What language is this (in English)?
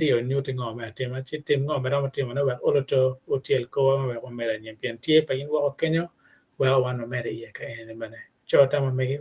Acoli